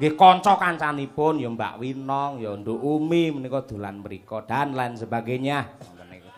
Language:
Javanese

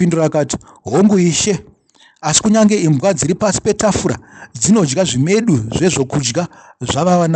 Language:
Shona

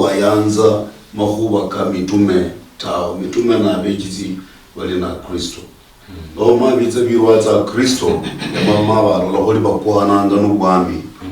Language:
Luyia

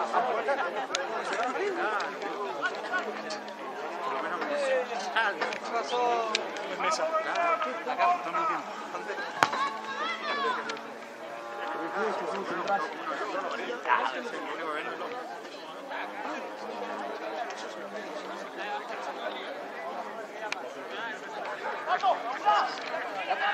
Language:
Spanish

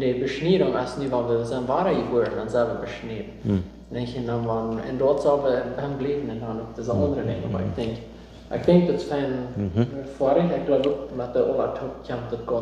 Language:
Plautdietsch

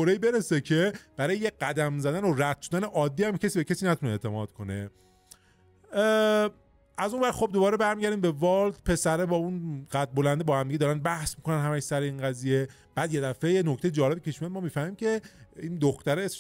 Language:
Persian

